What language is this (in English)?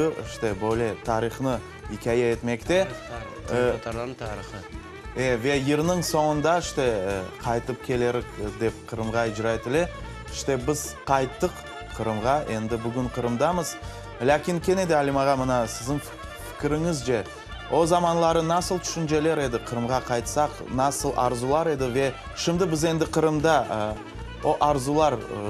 Crimean Tatar